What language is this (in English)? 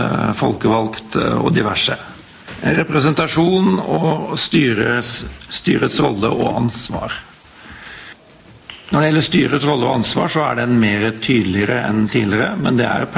Norwegian